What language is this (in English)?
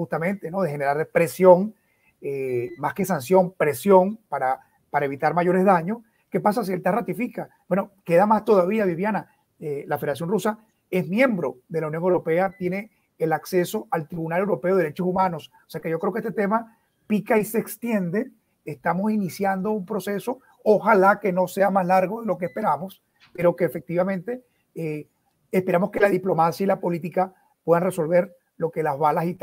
Spanish